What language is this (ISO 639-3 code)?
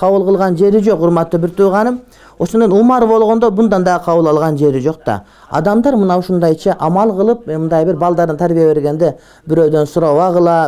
kir